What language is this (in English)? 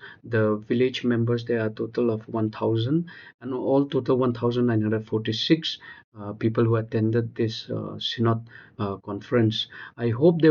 Hmar